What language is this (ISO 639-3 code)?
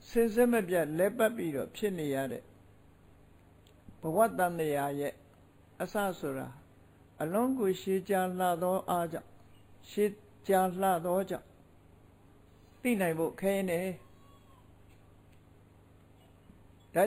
mya